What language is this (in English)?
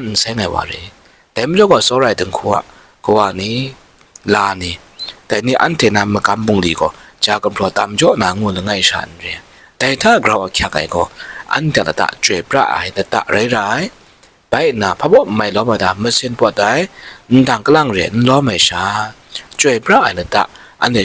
Kachin